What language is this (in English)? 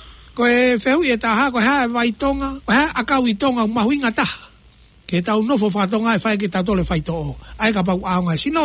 Tongan